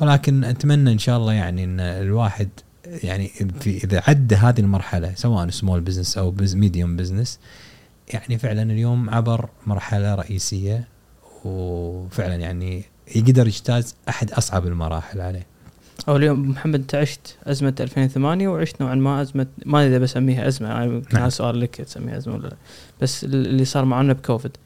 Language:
Gulf Arabic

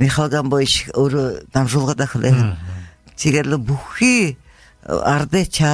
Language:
Buriat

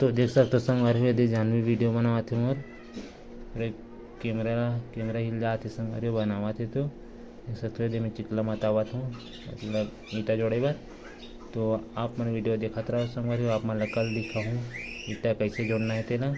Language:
Chhattisgarhi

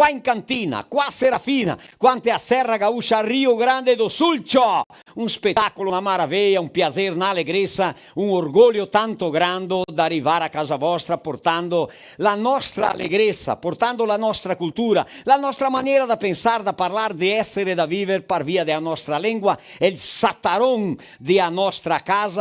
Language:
Venetian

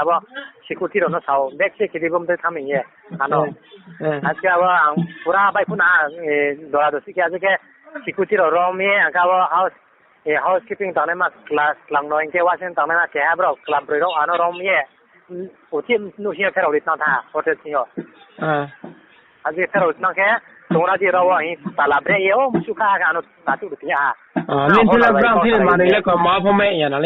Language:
Riang (India)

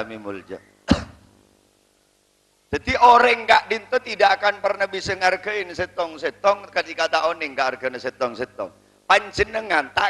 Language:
Madurese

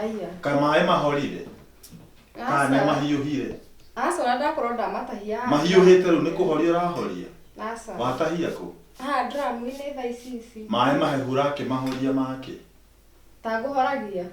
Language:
Kikuyu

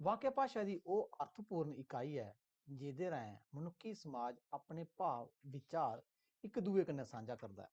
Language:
Dogri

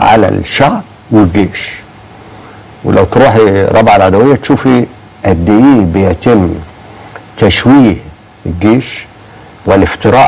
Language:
Egyptian Arabic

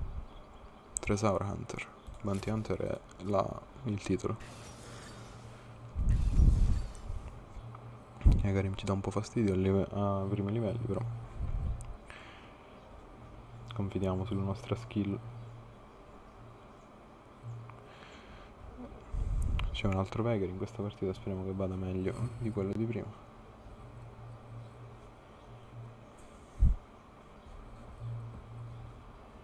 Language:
Italian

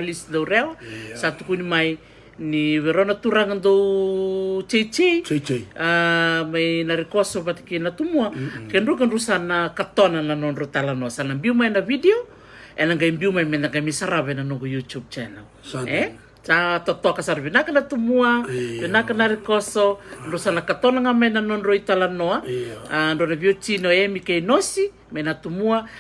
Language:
Fijian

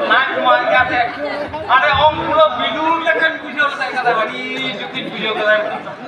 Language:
Santali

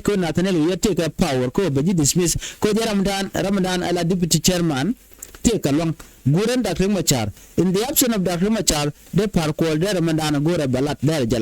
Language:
Nuer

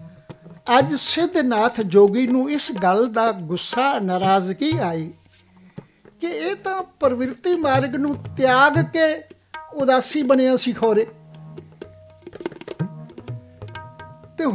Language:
Punjabi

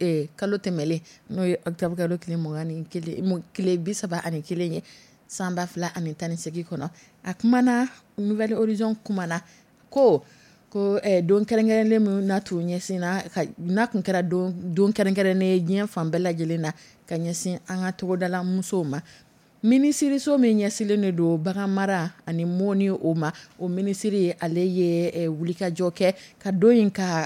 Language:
Dyula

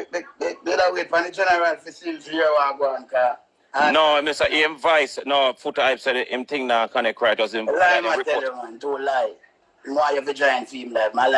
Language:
Jamaican Creole English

